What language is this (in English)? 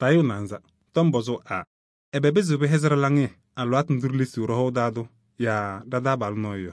Kabiyè